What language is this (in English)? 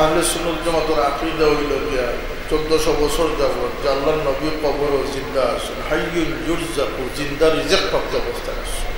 Sylheti